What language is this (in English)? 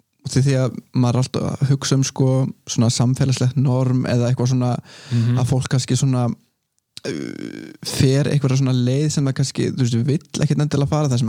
Icelandic